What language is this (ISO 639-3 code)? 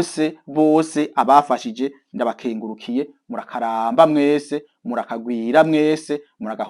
run